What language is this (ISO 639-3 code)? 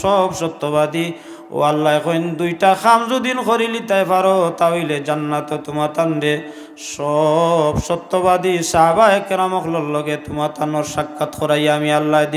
syl